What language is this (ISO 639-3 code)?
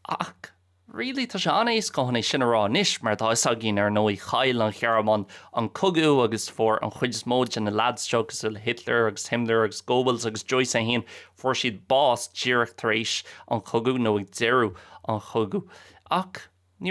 gle